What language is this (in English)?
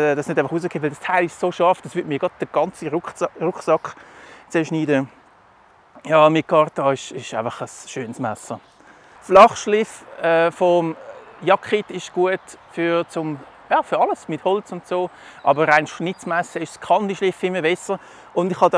Swiss German